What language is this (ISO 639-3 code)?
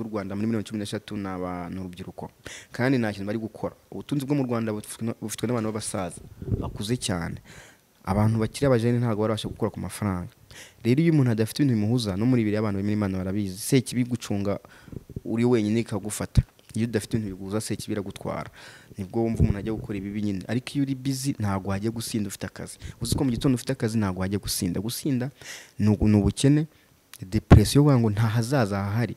kin